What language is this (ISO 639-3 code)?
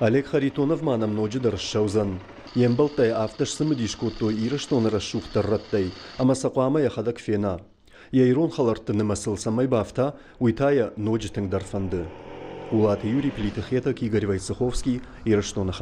oss